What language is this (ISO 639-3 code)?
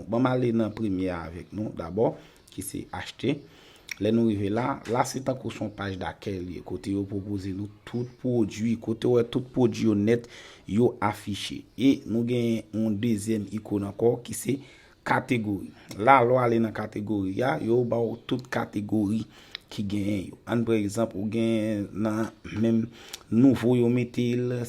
hat